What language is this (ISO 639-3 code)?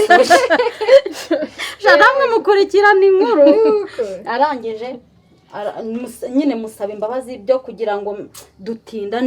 kin